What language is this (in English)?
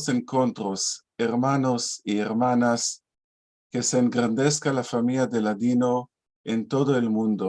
Ladino